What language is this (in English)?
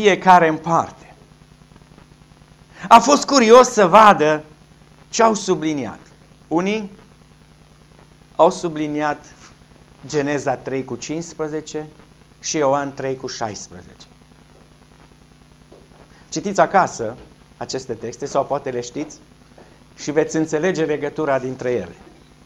Romanian